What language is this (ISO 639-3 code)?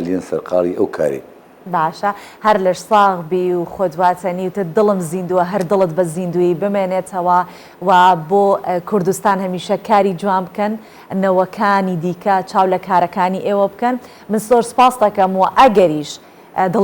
ckb